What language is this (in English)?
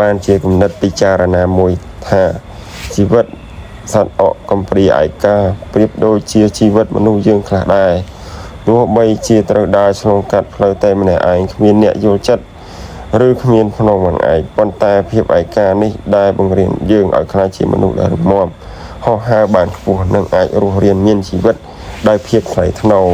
Khmer